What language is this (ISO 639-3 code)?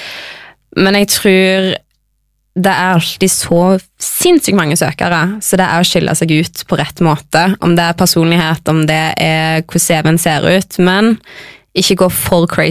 nor